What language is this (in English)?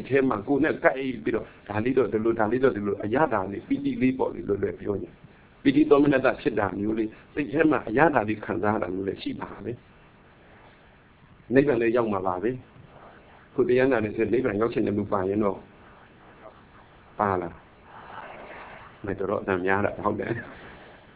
Burmese